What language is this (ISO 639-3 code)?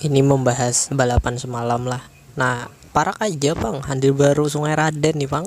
bjn